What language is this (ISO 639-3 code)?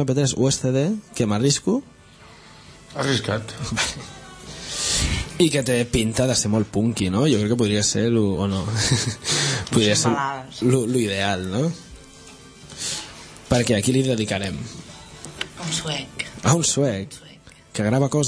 cat